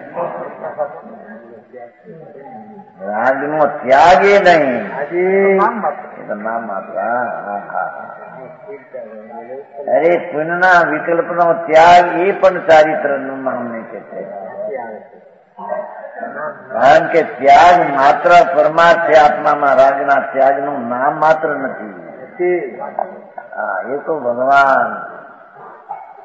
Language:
Gujarati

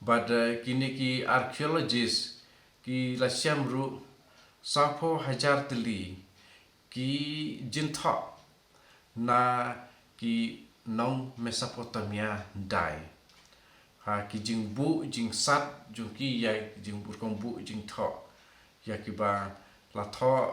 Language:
Khasi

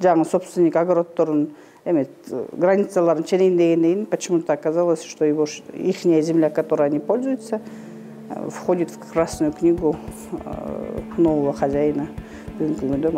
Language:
Kyrgyz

